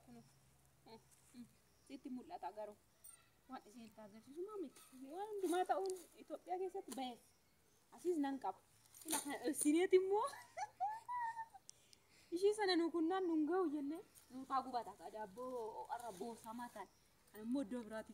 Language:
Oromo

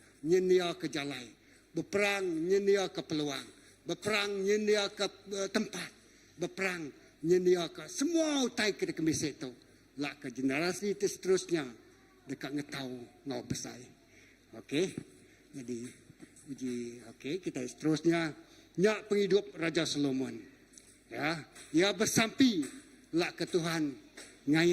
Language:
Iban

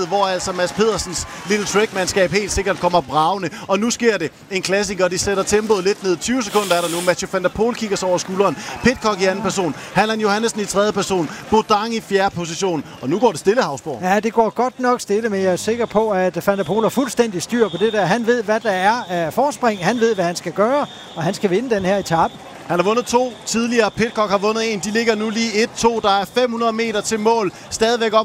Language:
Danish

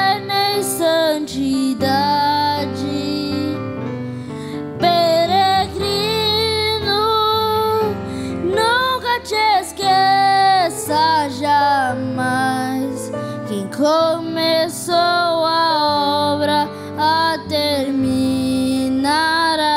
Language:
Portuguese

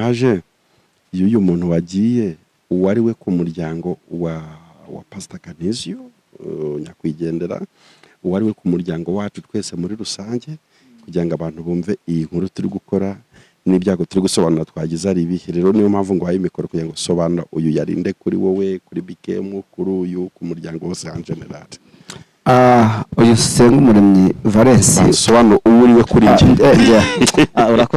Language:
Kinyarwanda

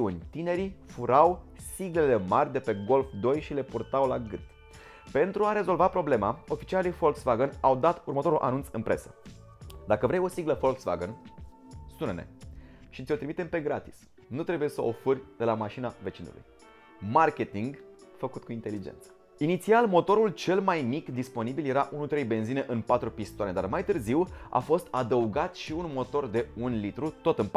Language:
Romanian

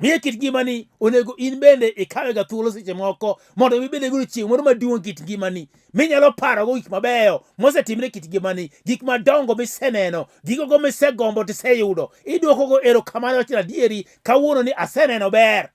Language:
Luo (Kenya and Tanzania)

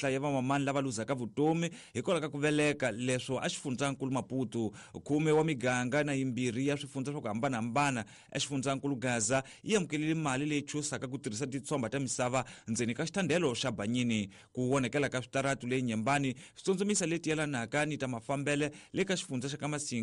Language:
Tsonga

